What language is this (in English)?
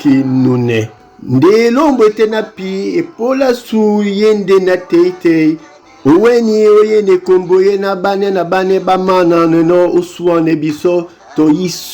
Duala